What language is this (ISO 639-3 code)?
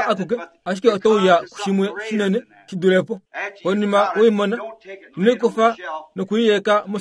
kua